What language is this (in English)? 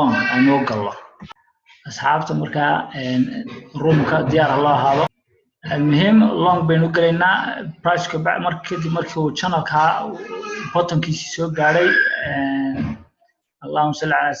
Somali